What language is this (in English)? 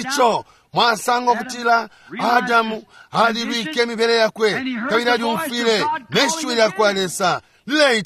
Bemba